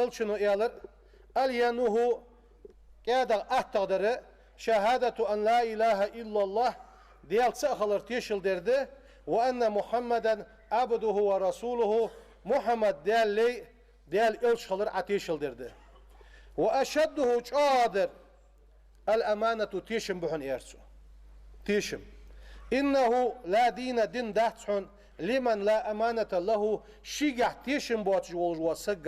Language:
Ingush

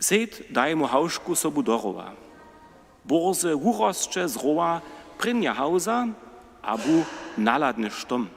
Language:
Upper Sorbian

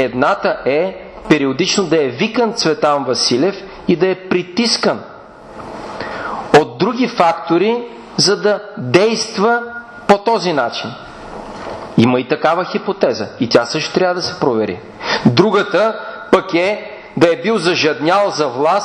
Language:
Bulgarian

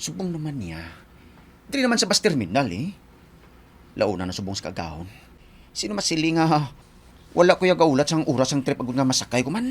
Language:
Hiligaynon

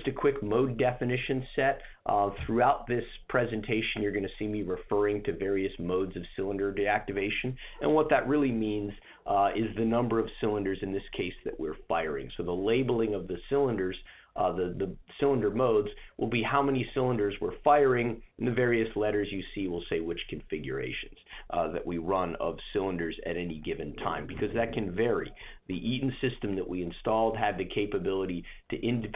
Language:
English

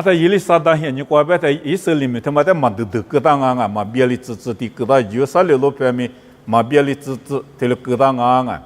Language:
Lisu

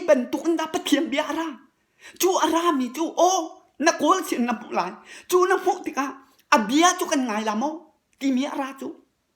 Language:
Hakha Chin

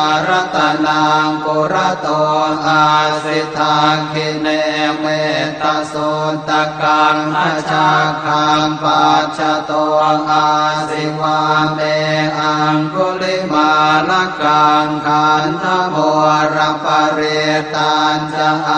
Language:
Pali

